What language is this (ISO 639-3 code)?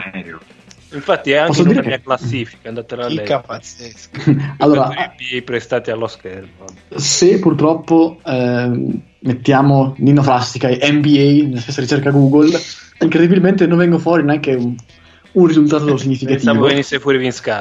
ita